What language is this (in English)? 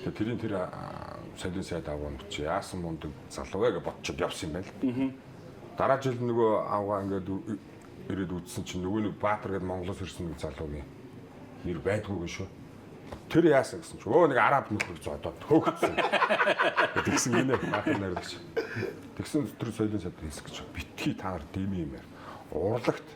Mongolian